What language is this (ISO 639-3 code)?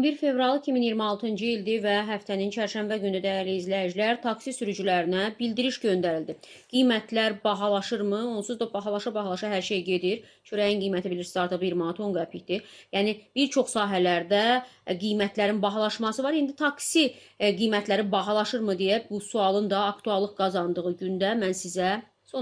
aze